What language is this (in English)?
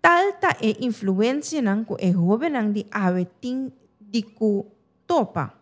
Papiamento